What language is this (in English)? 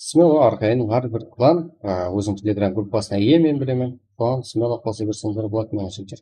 Kara-Kalpak